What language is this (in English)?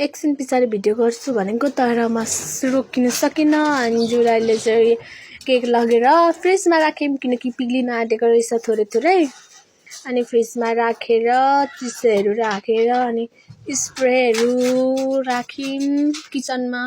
Nepali